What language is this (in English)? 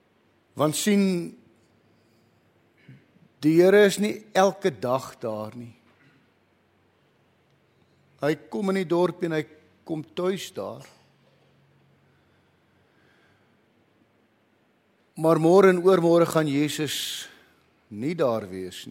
Afrikaans